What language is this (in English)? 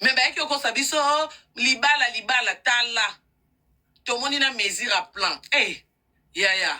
Lingala